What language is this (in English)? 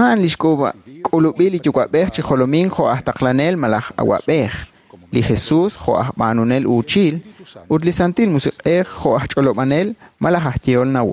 Kekchí